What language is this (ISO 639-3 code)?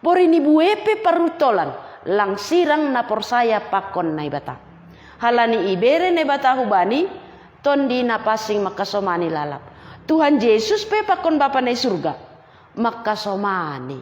bts